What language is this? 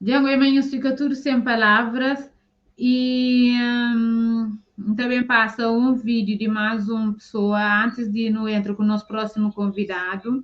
Kabuverdianu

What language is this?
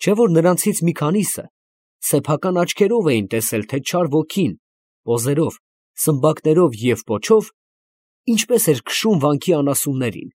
Armenian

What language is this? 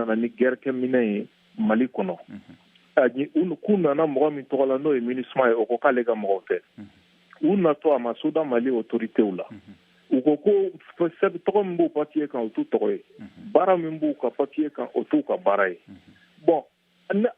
Bambara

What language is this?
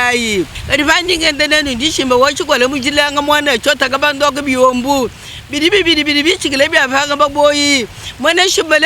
Luba-Lulua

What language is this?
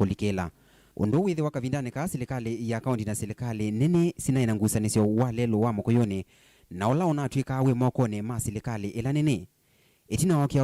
Kamba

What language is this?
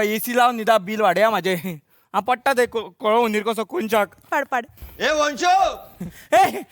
Konkani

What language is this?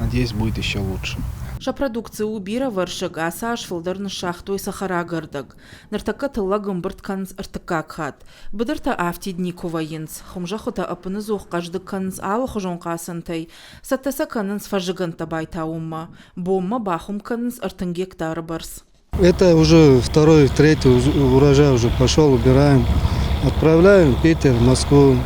Ossetic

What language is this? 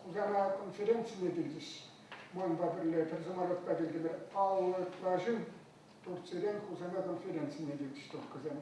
Chuvash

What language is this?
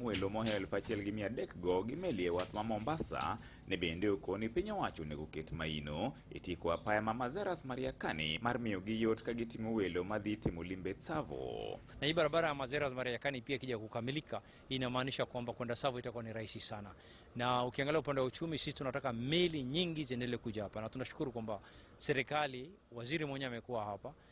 Luo (Kenya and Tanzania)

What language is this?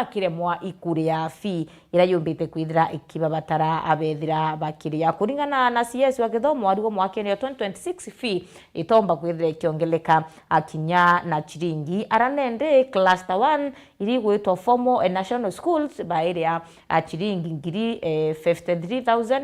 Meru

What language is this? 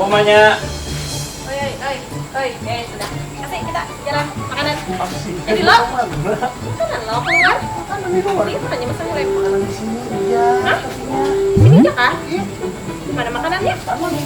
Banjar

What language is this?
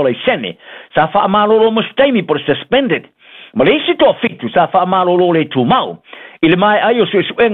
Samoan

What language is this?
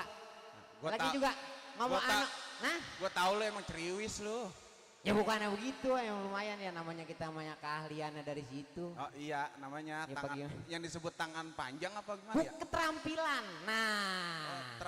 Betawi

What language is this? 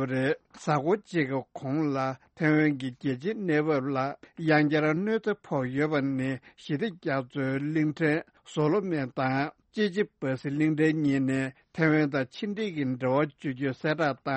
Tibetan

